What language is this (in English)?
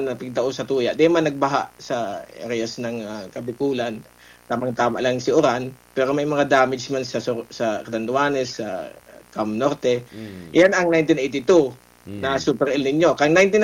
Bikol